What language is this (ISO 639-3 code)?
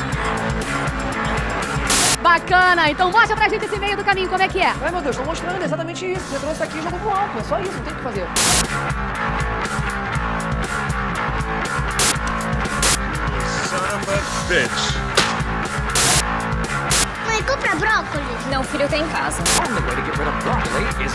por